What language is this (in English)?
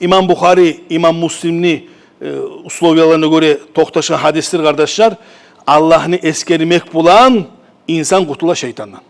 Kumyk